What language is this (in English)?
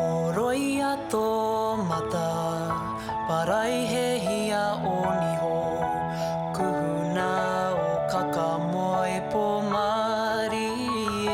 Māori